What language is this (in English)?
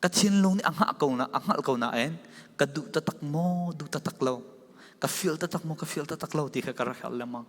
Falam Chin